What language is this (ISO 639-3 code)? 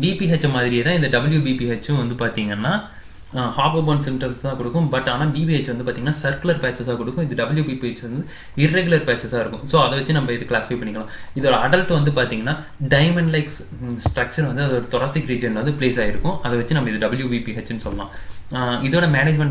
tam